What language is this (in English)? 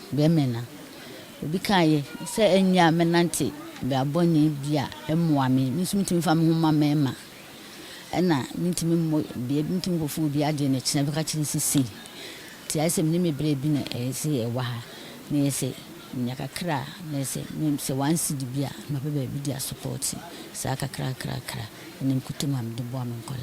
Akan